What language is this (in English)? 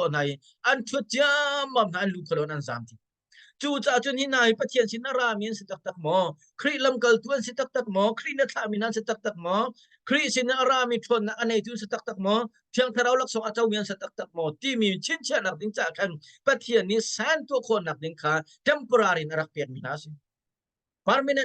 Hakha Chin